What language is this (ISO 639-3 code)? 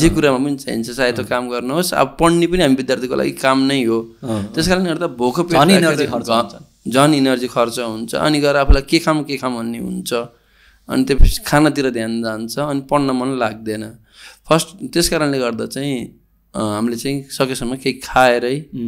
nep